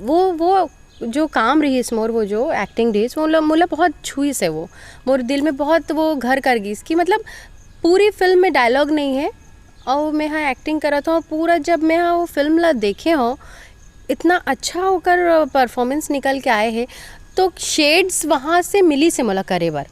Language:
Chhattisgarhi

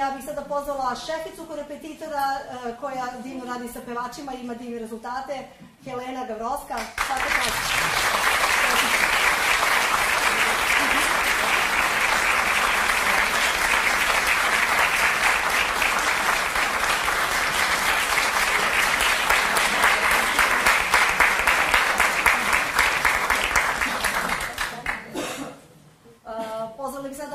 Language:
Serbian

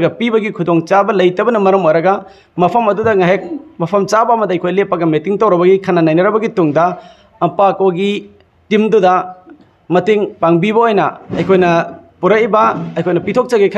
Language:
Manipuri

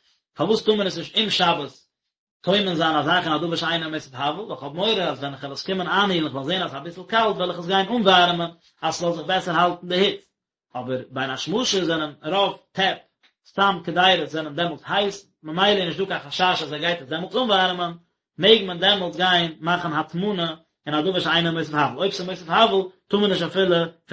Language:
Yiddish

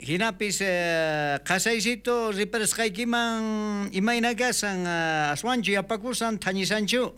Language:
South Bolivian Quechua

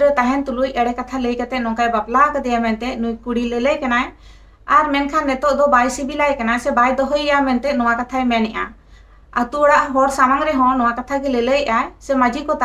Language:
Santali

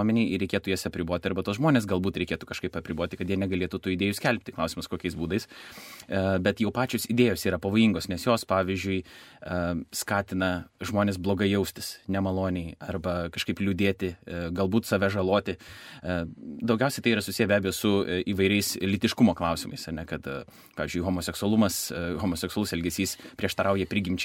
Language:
Lithuanian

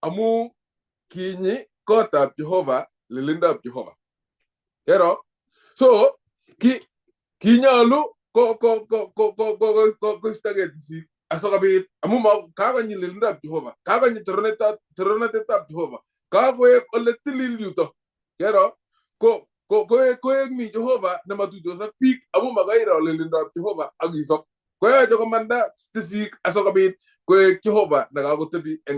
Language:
Kalenjin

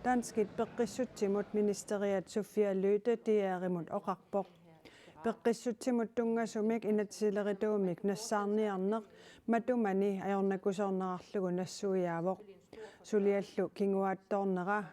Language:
Kalaallisut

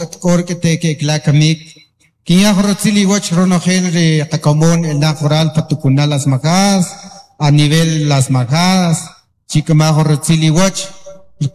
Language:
Kaqchikel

